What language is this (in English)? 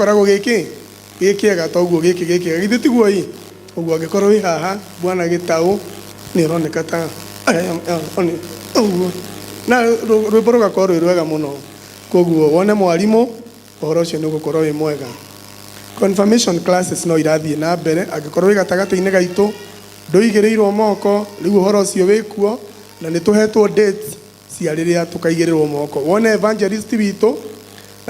Kikuyu